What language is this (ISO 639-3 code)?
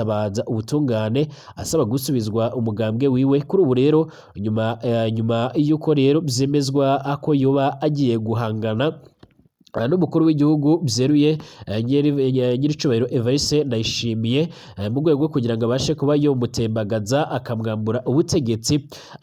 run